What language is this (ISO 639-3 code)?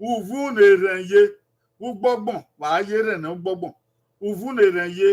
bin